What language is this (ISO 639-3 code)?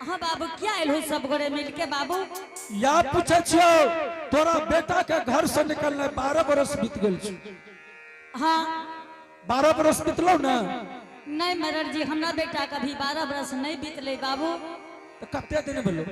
anp